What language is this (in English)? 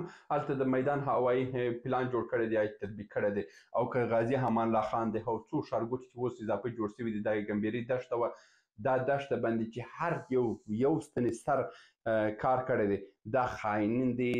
Pashto